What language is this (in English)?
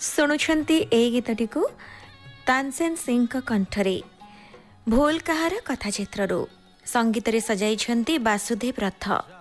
Odia